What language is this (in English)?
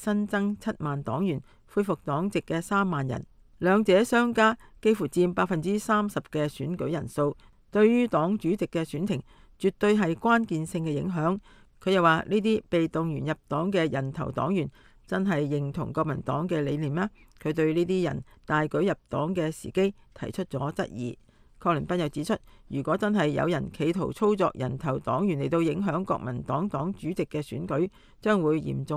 Cantonese